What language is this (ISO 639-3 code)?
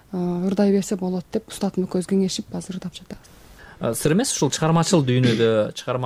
kir